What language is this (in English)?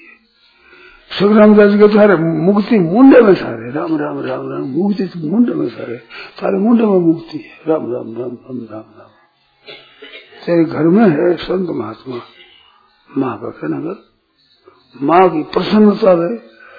Hindi